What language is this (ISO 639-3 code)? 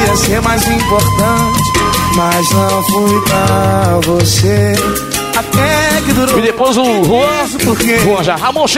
por